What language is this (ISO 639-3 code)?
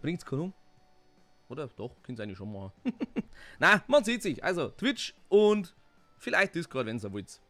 bar